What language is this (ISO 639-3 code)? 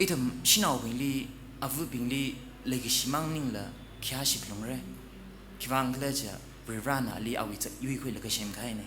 nmf